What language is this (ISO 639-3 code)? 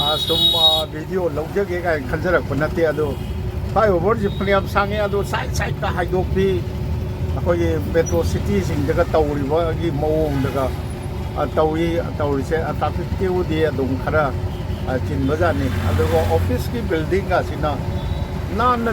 mni